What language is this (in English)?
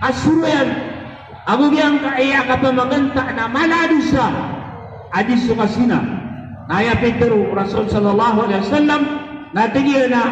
Maranao